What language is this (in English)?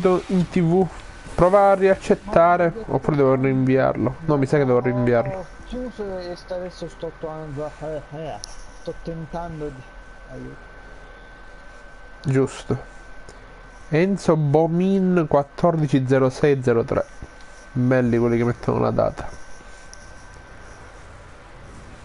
Italian